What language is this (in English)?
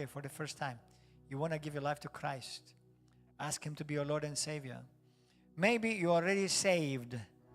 English